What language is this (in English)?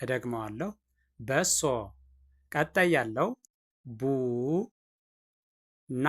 Amharic